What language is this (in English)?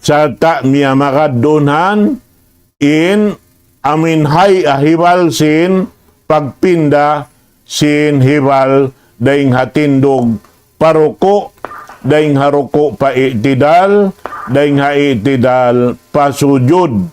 Tausug